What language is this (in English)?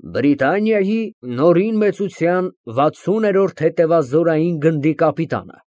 Armenian